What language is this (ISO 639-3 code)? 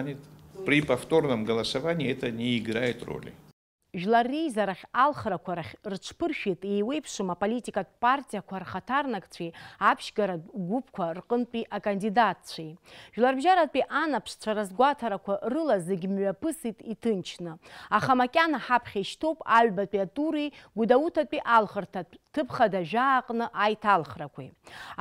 abk